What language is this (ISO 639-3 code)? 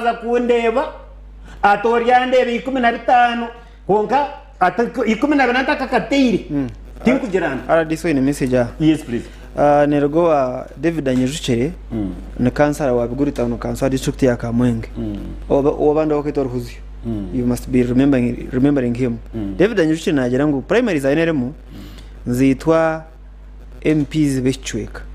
nyn